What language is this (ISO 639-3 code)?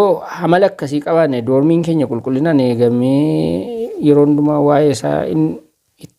orm